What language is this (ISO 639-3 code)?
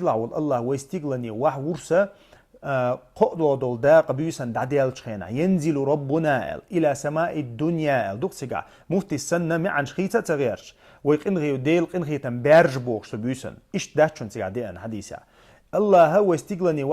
che